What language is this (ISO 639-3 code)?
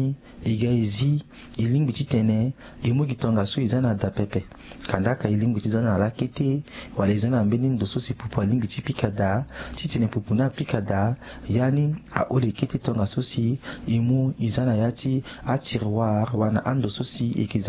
sag